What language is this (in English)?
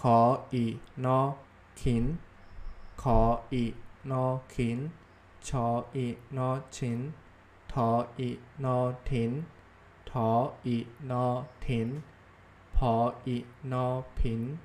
Shan